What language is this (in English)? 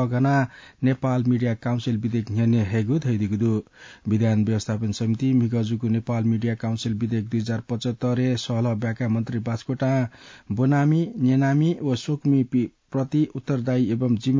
Newari